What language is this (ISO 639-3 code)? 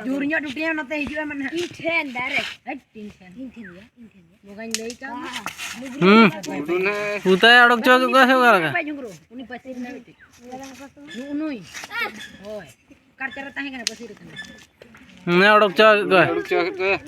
sat